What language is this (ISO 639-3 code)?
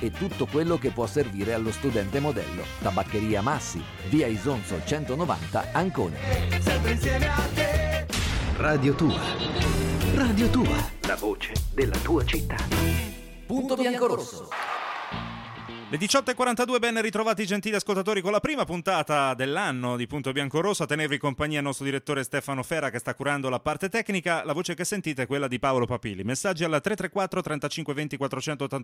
ita